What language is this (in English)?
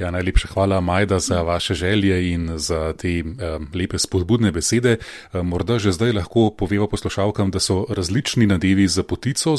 Slovenian